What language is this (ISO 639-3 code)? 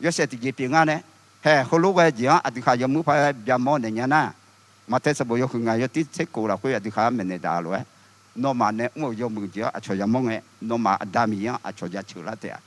ahk